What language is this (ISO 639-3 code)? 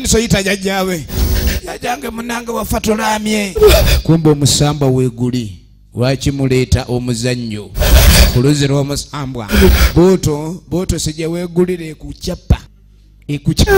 lug